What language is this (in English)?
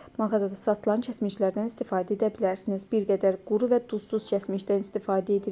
Azerbaijani